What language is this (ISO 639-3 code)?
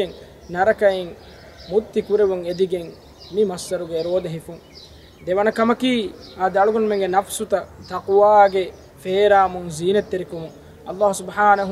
div